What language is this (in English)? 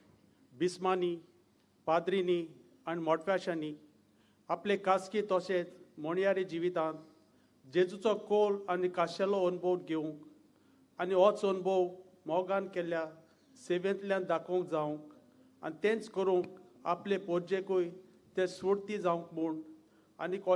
Konkani